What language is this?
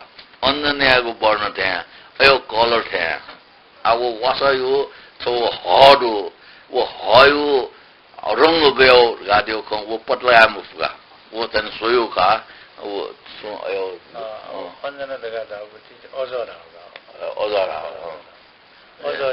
Newari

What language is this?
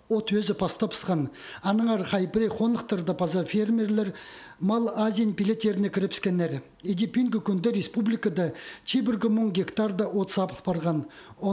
Khakas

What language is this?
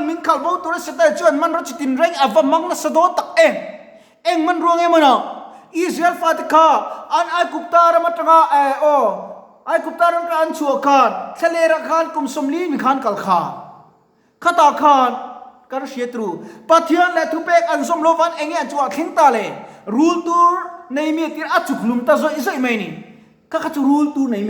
Mizo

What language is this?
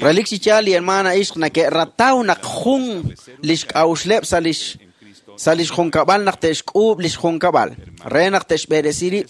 Kekchí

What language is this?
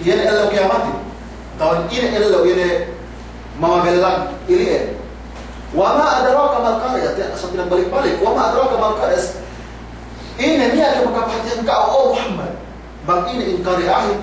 Yakan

